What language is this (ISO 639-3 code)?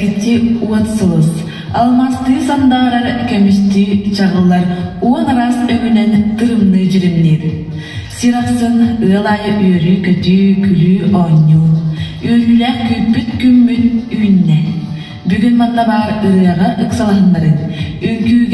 sah